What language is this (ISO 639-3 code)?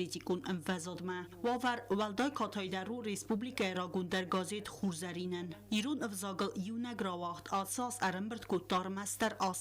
oss